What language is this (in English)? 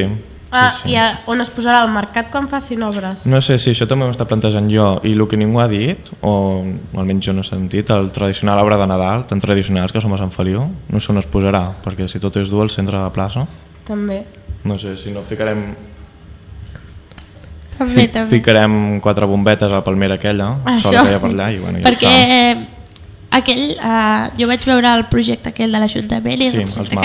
Catalan